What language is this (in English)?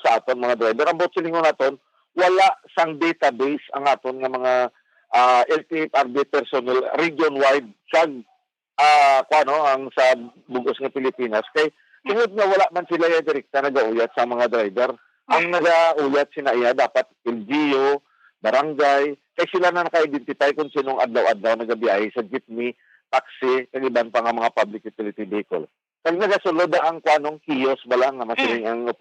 Hiligaynon